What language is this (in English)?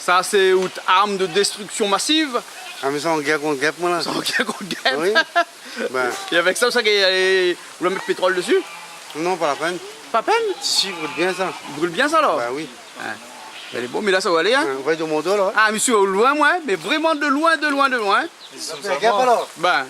Réunion Creole French